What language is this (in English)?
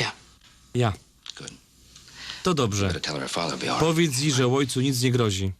Silesian